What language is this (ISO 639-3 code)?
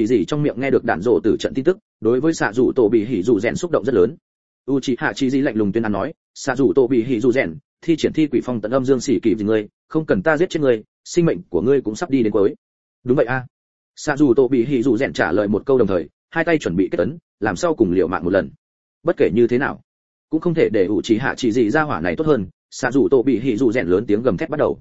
vie